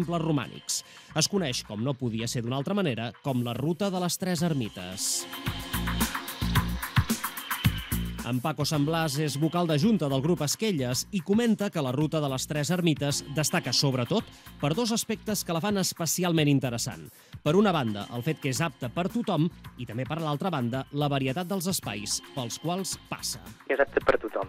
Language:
Catalan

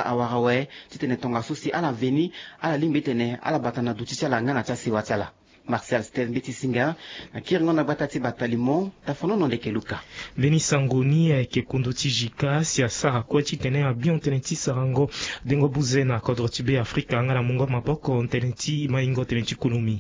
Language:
Sango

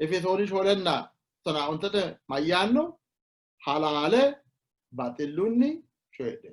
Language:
Sidamo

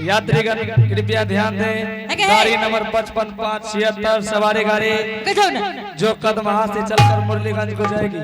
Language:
Angika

